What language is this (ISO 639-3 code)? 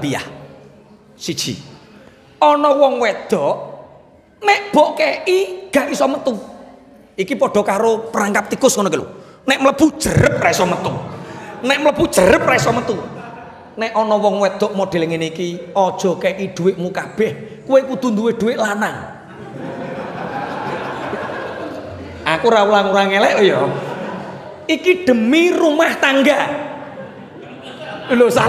jav